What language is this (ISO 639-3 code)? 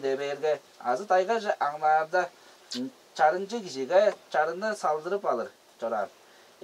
tyv